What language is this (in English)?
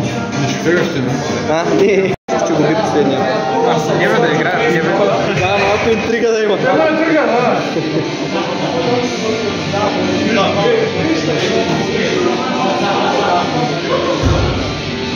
Bulgarian